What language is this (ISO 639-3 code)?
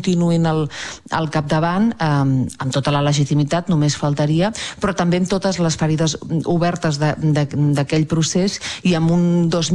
cat